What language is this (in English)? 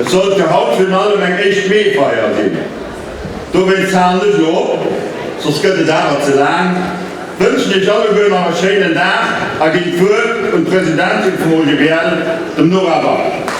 Luxembourgish